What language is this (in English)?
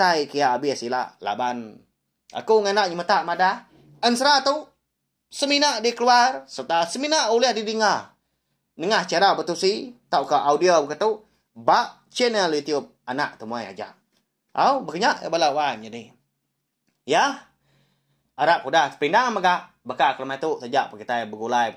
Iban